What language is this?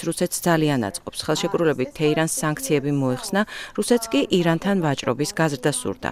Georgian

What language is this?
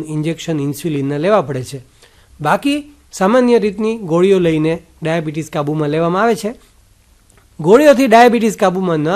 Gujarati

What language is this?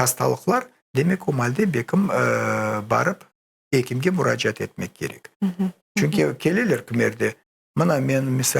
Crimean Tatar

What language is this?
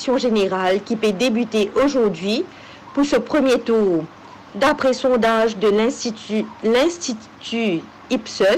Morisyen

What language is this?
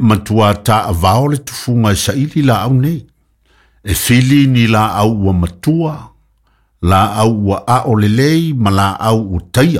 Samoan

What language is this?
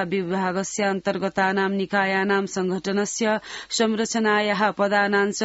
Sanskrit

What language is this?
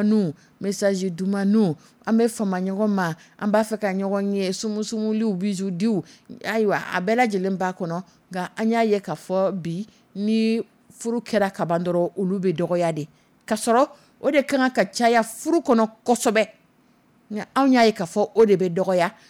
Dyula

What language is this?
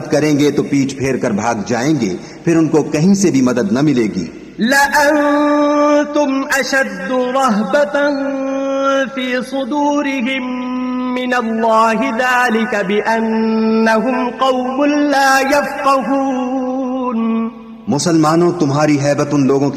Urdu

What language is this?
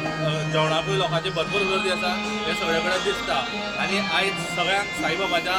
Konkani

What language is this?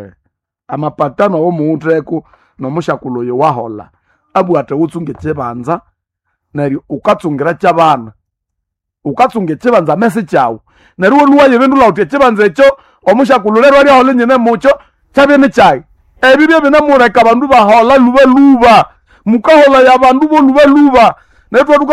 Nande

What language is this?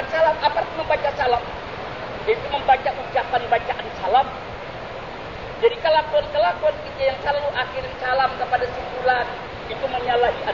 Indonesian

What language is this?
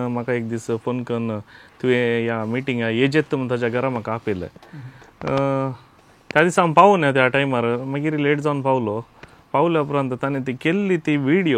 Konkani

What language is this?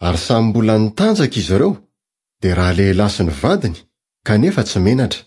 Malagasy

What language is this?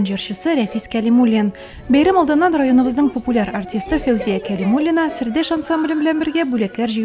Tatar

